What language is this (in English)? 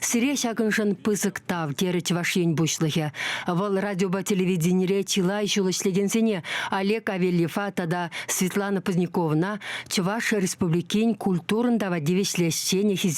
Chuvash